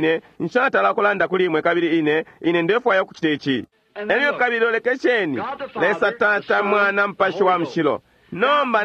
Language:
Bemba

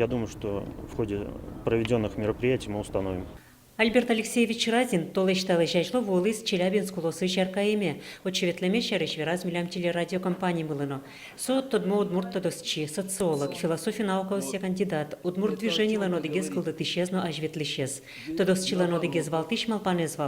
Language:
Udmurt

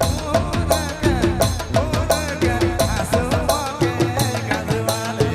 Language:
Sadri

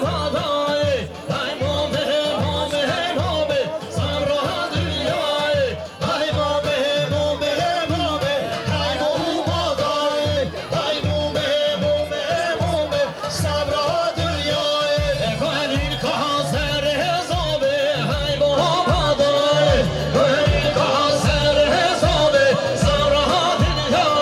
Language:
Kurdish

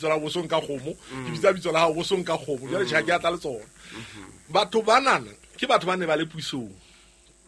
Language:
Southern Sotho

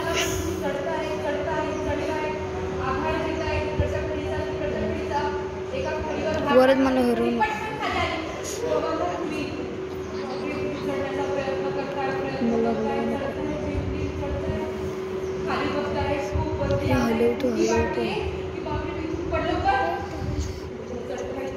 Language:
Marathi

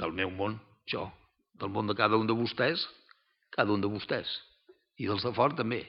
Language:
Catalan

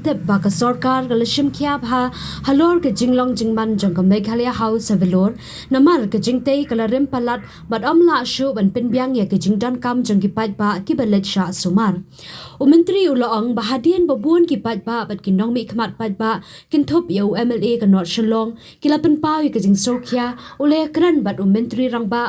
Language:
Khasi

